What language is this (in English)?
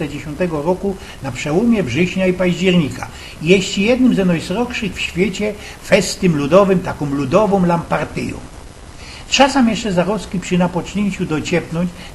Silesian